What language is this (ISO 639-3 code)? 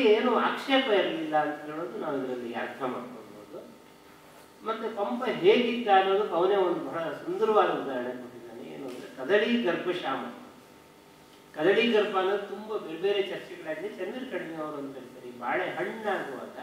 kan